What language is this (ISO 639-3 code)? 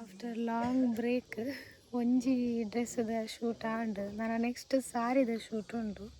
tcy